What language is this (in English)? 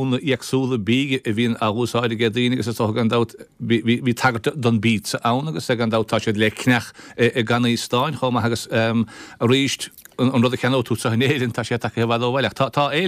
Irish